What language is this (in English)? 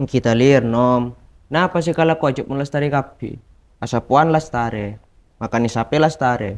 Madurese